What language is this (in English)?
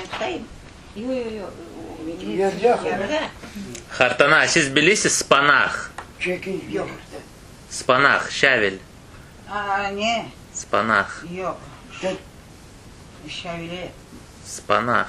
Crimean Tatar